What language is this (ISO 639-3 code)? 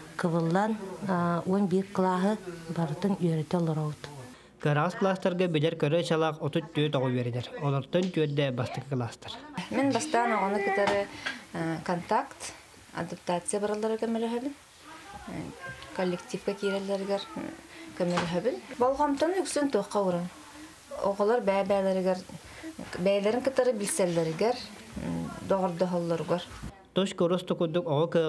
sah